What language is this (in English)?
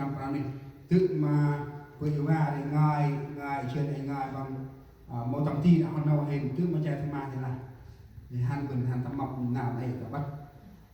Central Mnong